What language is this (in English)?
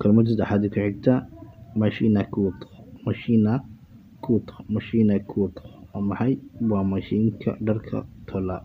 Somali